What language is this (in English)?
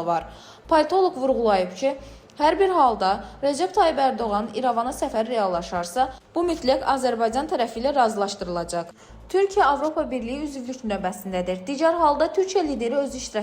Azerbaijani